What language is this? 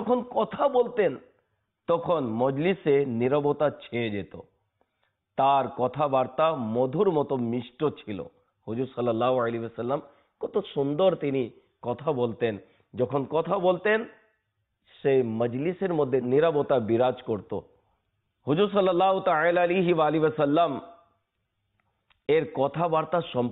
Bangla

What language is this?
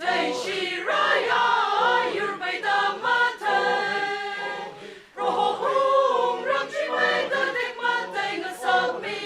Tangkhul Naga (India)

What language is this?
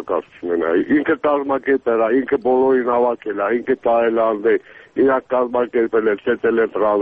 Armenian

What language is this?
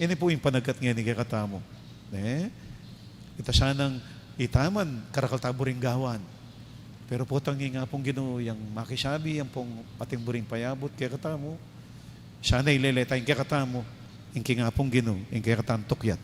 Pampanga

